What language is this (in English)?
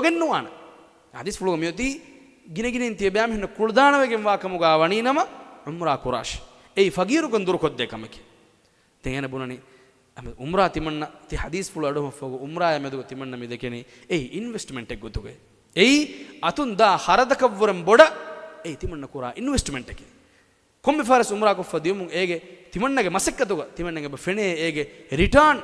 Divehi